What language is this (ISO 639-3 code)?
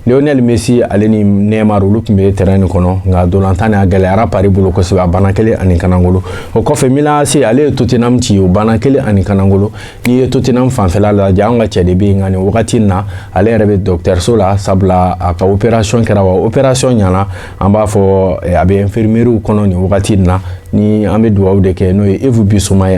bam